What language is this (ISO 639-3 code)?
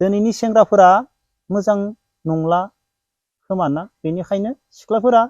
brx